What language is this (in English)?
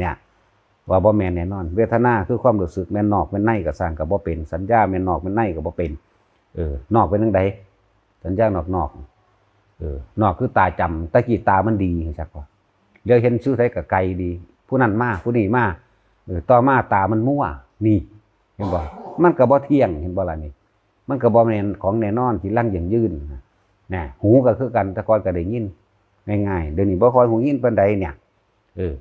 Lao